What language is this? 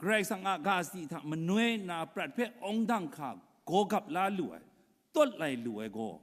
Kachin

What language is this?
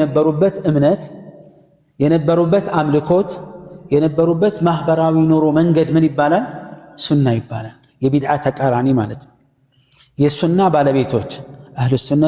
Amharic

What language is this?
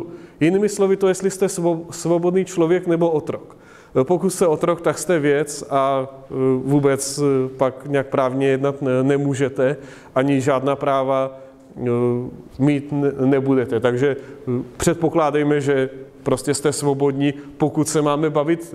Czech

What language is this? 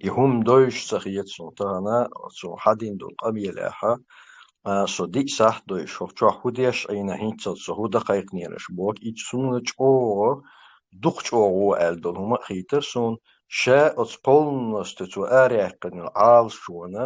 Chechen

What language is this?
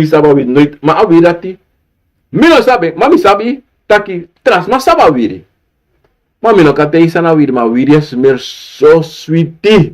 Sranan Tongo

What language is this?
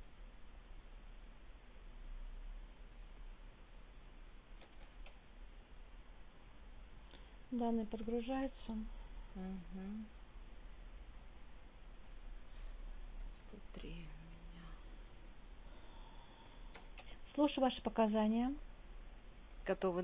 Russian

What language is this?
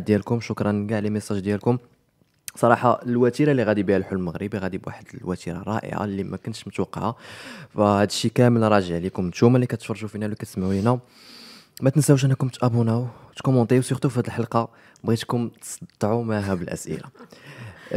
Moroccan Arabic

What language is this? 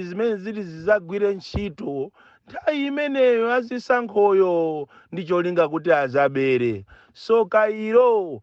Nyanja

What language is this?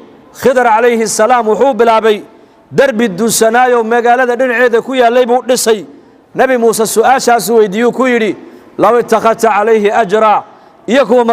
Somali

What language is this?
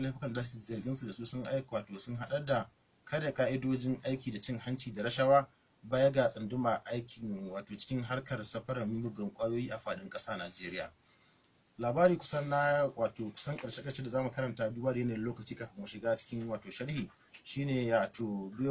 Hausa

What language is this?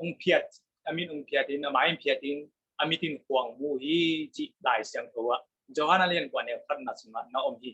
Tedim Chin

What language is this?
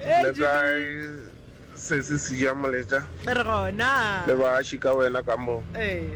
Northern Sotho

